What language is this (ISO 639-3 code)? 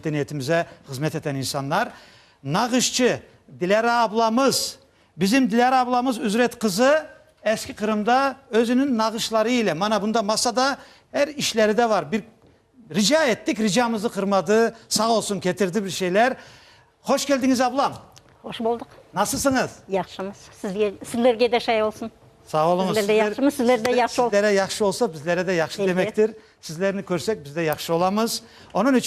crh